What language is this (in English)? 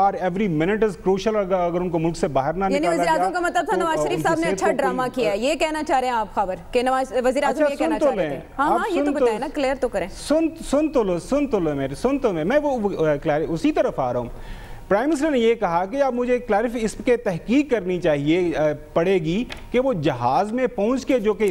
Urdu